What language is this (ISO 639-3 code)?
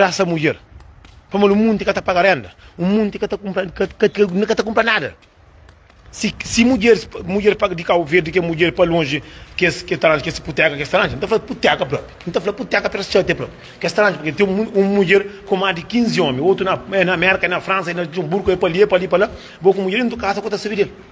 kea